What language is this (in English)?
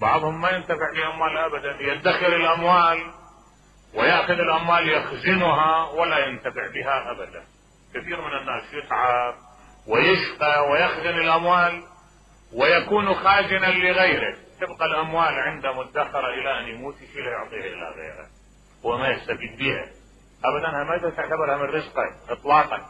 Mesopotamian Arabic